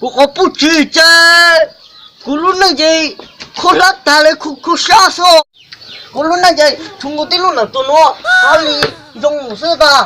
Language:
Hmong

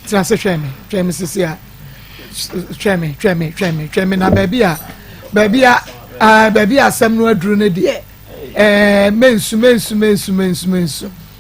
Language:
Akan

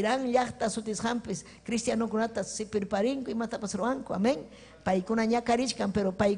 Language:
Ayacucho Quechua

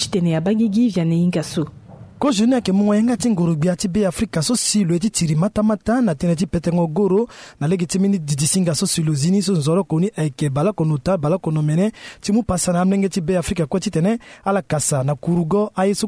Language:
Sango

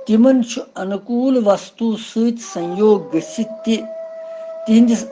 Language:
Kashmiri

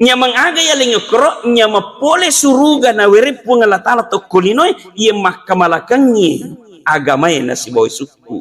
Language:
Buginese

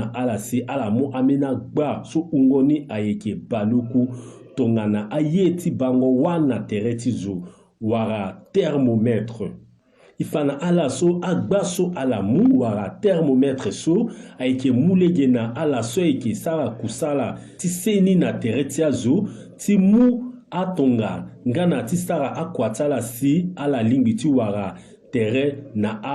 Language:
Sango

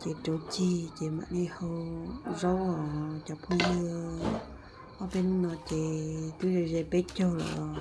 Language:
Hmong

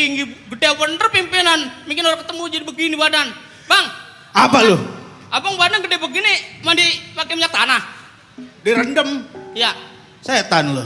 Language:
Betawi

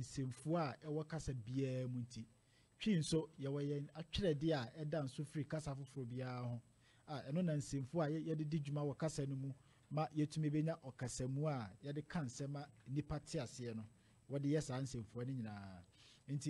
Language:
Akan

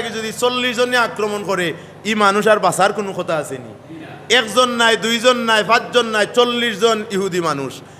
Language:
Sylheti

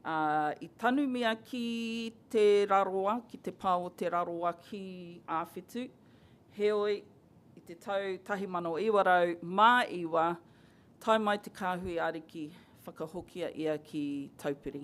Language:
Māori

